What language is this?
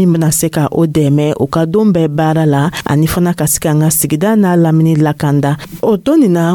Dyula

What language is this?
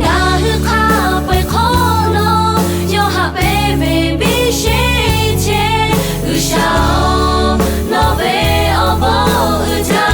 Lahu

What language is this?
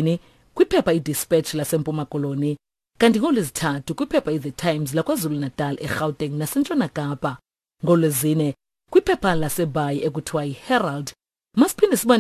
Xhosa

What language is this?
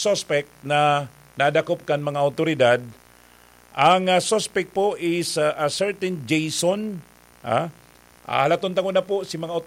Bikol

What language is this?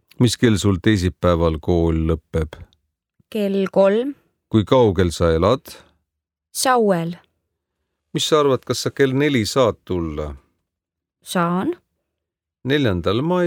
Estonian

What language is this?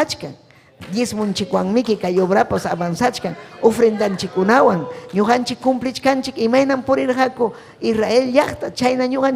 Ayacucho Quechua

